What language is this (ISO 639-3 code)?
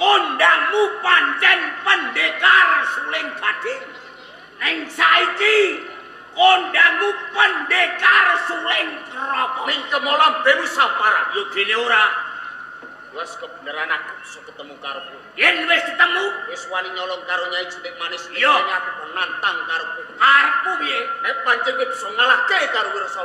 jav